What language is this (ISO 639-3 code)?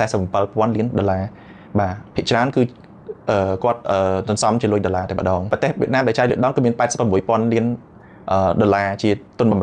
khm